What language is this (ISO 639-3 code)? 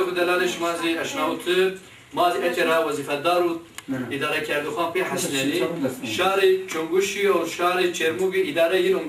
zza